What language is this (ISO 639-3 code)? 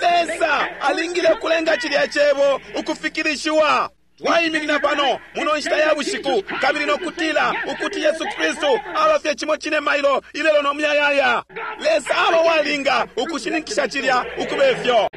bem